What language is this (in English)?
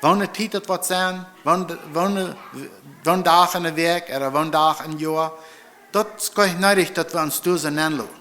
Plautdietsch